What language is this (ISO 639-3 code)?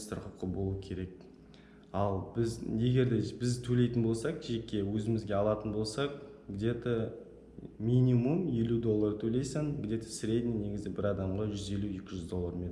kaz